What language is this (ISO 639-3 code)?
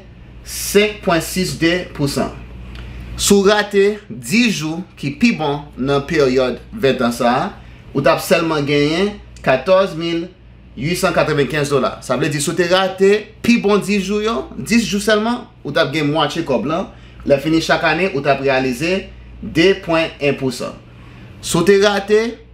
hat